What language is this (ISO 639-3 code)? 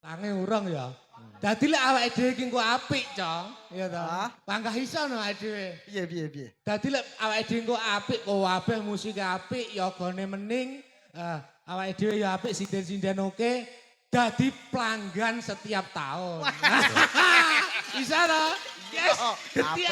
jav